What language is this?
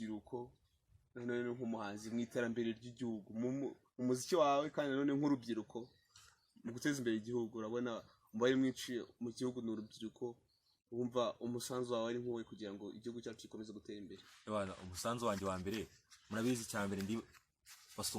Kinyarwanda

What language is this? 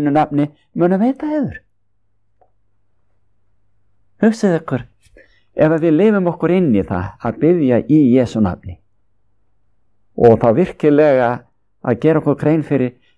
Icelandic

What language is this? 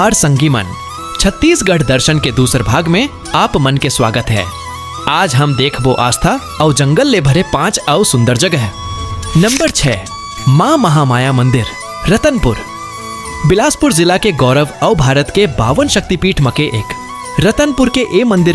Chhattisgarhi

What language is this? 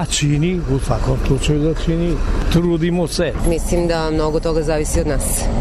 Serbian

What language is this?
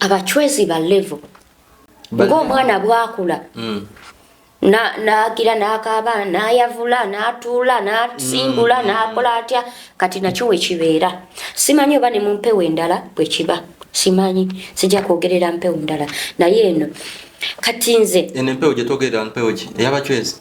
Ganda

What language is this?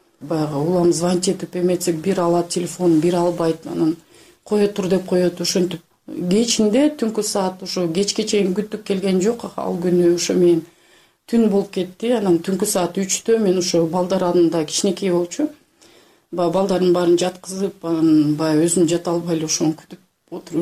Kyrgyz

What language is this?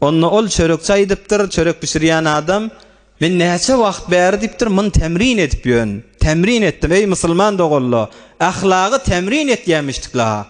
Turkmen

